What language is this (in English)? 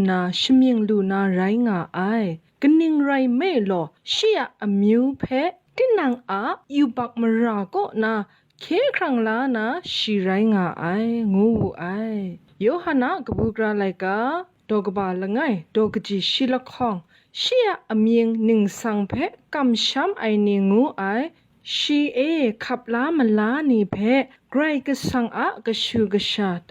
Kachin